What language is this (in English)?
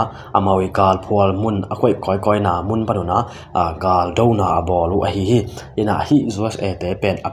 Tedim Chin